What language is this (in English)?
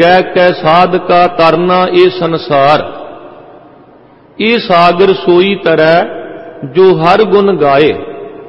Punjabi